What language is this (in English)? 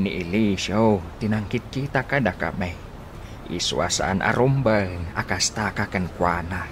Iloko